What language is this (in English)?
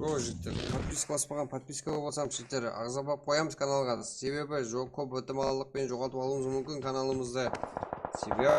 Kara-Kalpak